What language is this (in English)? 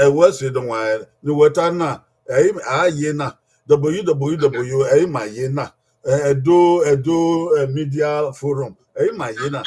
Bini